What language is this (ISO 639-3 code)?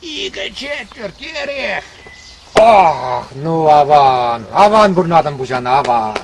chv